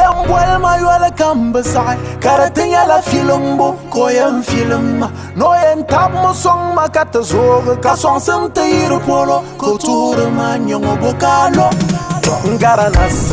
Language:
Dagbani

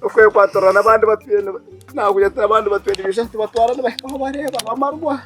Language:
Nyankole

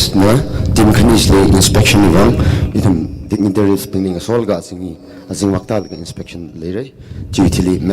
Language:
Tangkhul Naga (India)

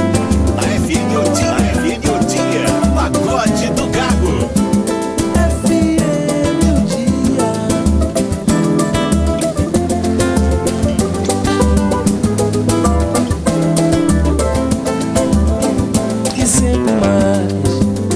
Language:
Portuguese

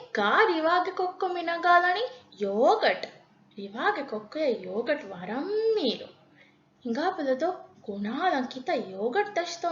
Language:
Divehi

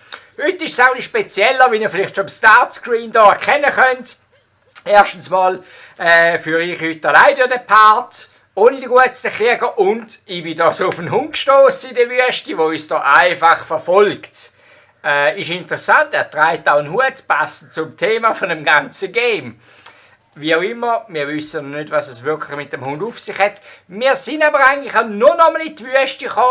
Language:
Swiss German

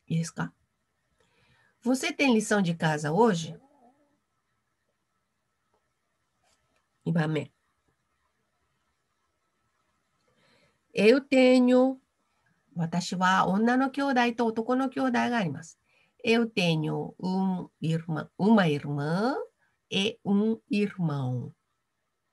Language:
Japanese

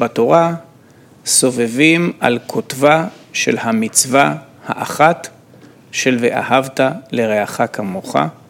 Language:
Hebrew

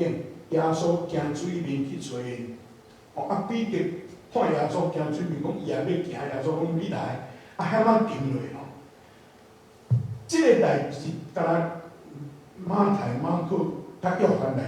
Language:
Min Nan Chinese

